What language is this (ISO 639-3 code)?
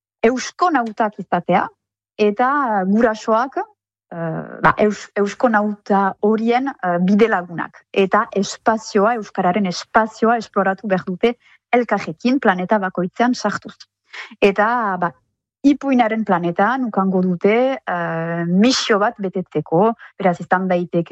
eus